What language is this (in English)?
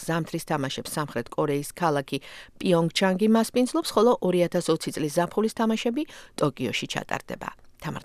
Georgian